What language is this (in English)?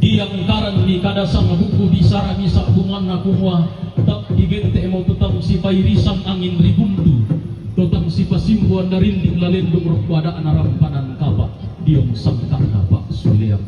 Toraja-Sa'dan